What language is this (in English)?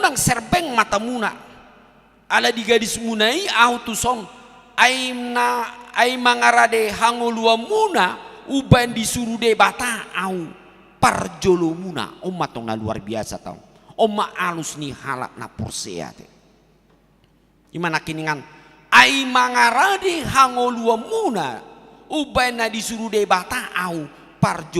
Batak Toba